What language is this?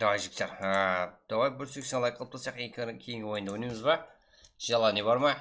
Kara-Kalpak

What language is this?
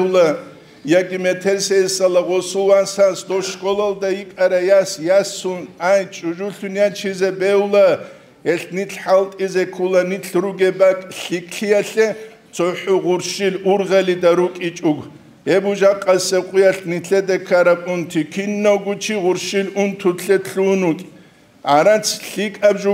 Avaric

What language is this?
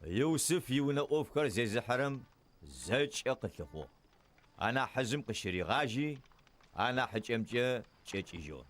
Adyghe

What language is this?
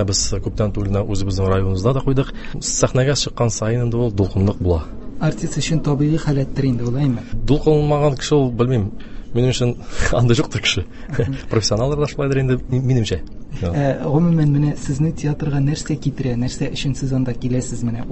Tatar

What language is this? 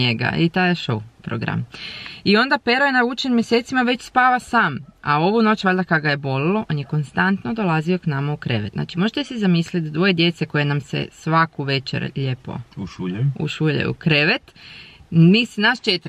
Croatian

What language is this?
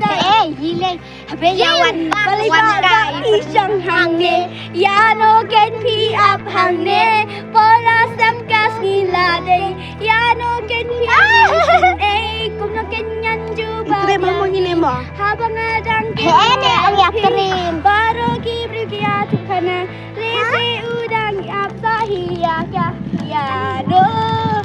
Khasi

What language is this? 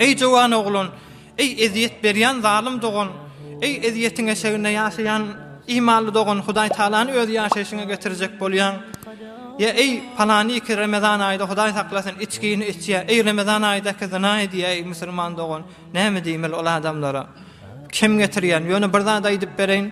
Turkmen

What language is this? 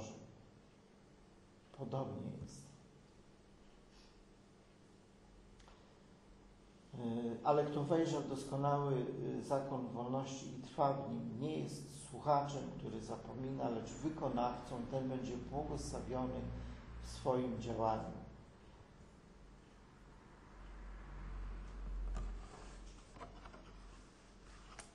Polish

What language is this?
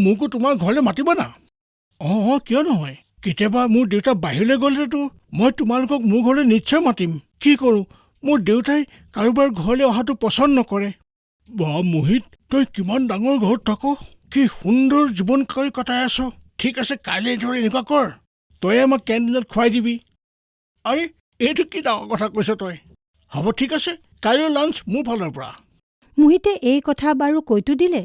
Assamese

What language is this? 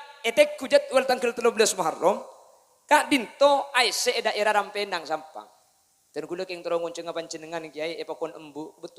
Madurese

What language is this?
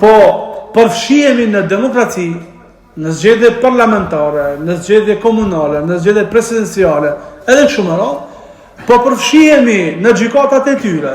Albanian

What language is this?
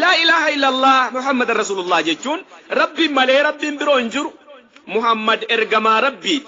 Oromo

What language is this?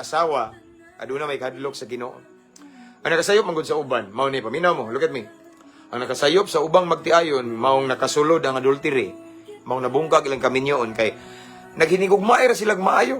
Cebuano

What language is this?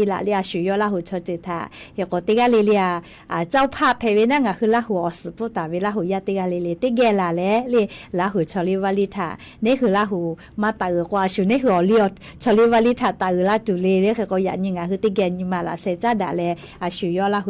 Lahu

